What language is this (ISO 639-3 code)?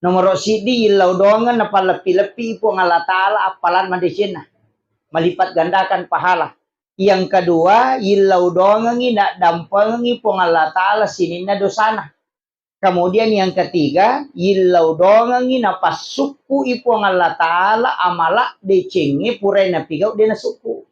bug